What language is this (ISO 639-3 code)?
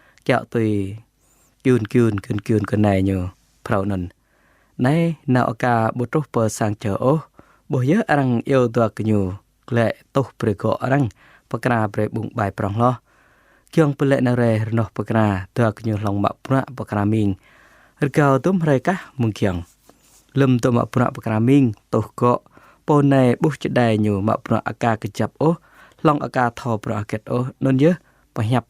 jra